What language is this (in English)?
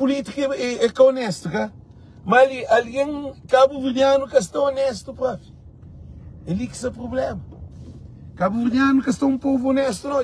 Kabuverdianu